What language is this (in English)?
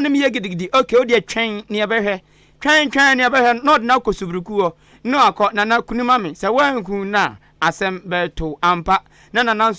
Akan